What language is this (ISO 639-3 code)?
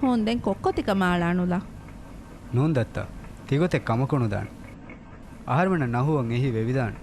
div